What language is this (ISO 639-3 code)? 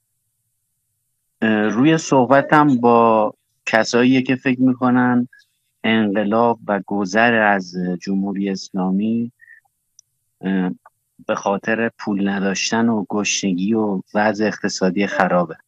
fas